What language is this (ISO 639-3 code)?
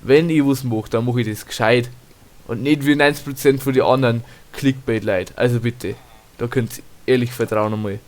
bar